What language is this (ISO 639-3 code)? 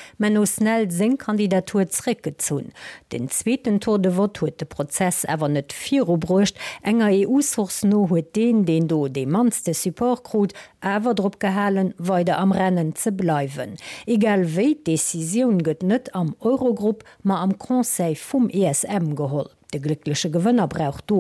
ltz